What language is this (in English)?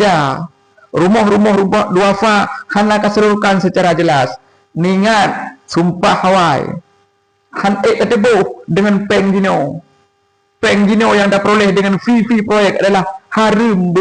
Achinese